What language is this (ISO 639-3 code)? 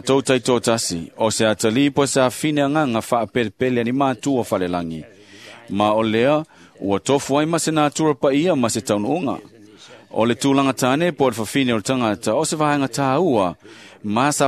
smo